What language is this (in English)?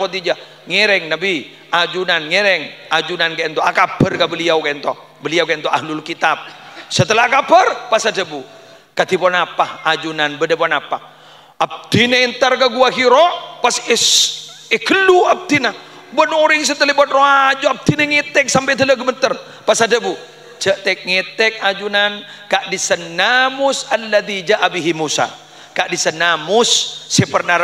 Madurese